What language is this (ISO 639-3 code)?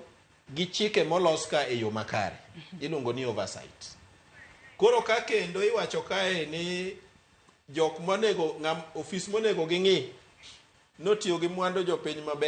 luo